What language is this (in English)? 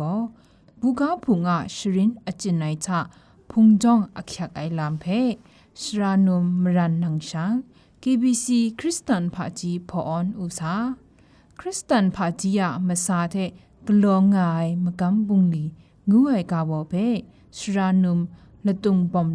Kachin